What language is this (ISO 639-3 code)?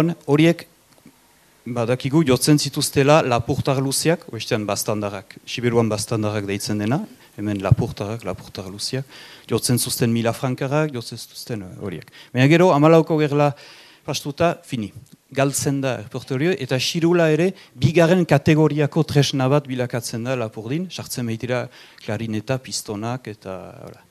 eus